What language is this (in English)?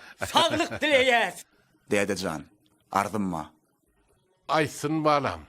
Turkmen